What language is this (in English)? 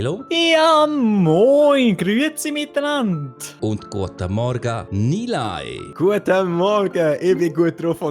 Swiss German